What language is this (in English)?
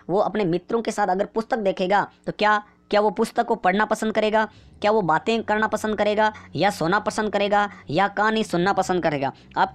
Hindi